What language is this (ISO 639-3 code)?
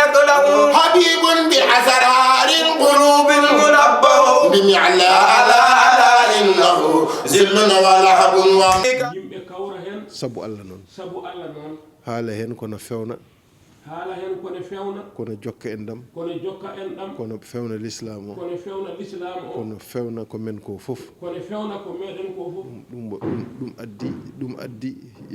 ful